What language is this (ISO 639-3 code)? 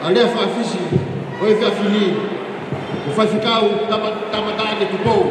ton